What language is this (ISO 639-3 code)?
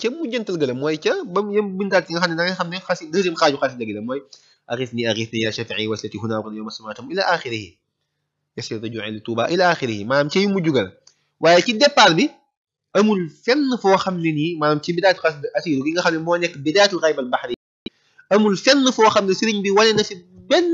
wol